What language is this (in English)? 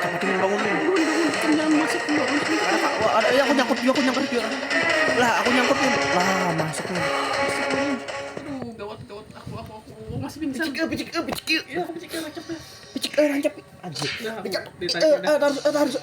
Banjar